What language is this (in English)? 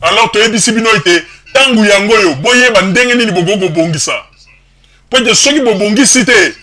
Lingala